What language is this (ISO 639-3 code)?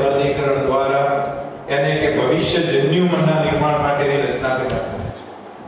guj